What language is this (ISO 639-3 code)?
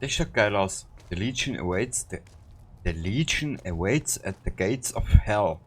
bar